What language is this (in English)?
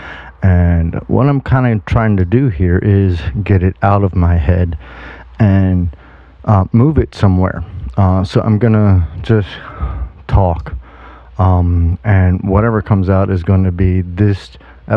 English